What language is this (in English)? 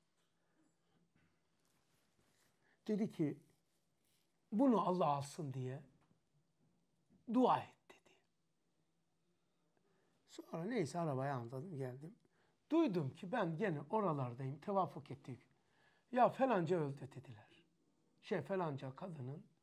Turkish